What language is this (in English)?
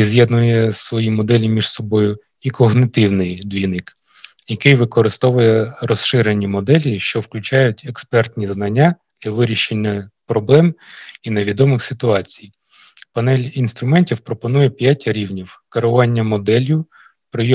Ukrainian